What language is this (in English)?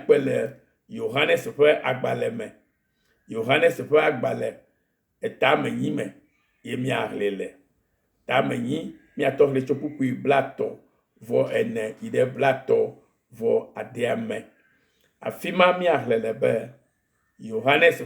Ewe